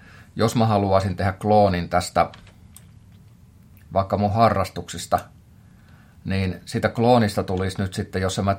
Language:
Finnish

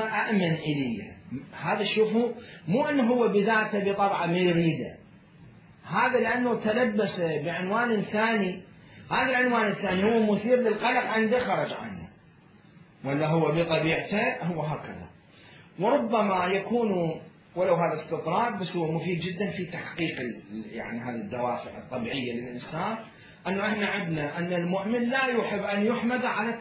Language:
Mesopotamian Arabic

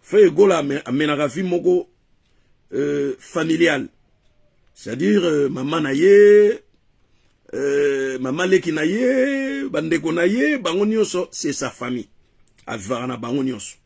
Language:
Lingala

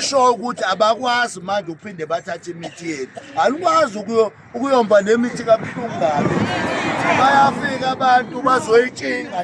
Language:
Zulu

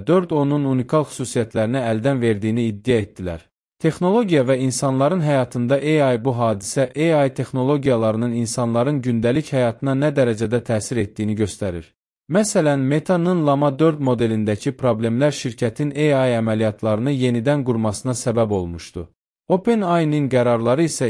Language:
Azerbaijani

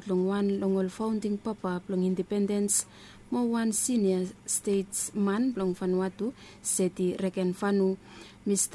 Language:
Bislama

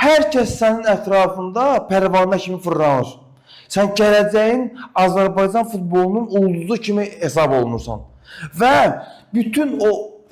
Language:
Azerbaijani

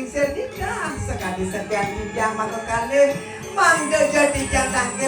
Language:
Balinese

